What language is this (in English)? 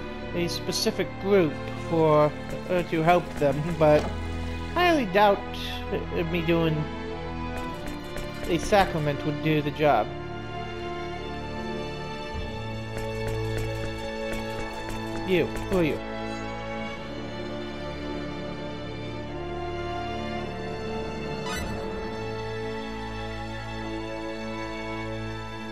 English